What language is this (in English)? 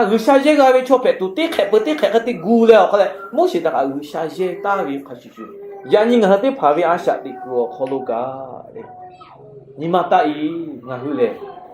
Lahu